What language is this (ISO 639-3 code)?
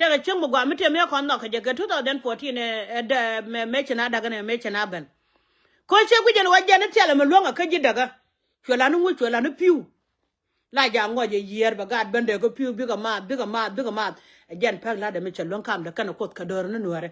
nus